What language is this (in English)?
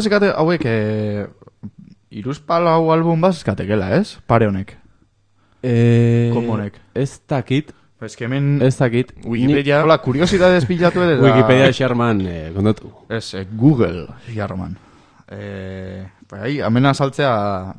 Basque